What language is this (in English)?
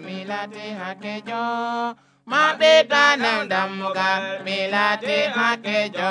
Nigerian Fulfulde